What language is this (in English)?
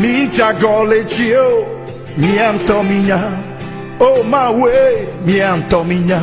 Ewe